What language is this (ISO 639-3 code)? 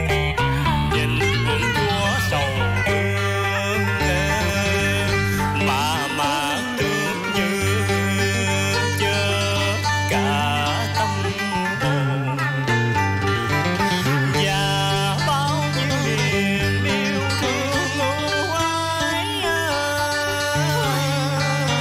vie